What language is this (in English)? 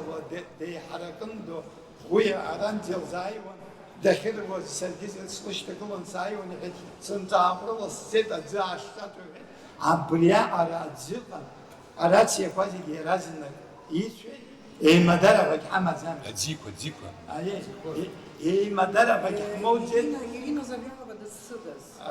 Abkhazian